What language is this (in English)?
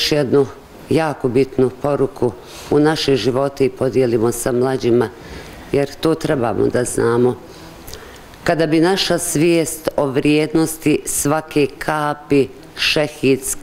Bosnian